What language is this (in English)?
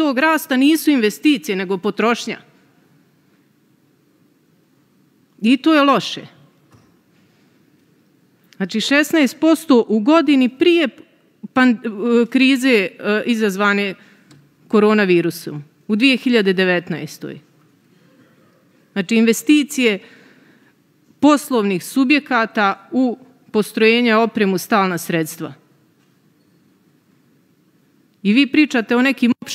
Serbian